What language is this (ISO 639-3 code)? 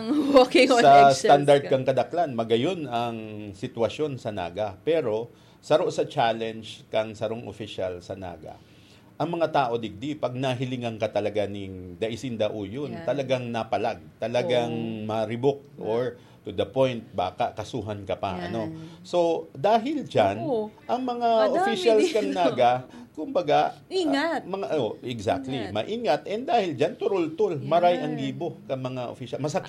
bik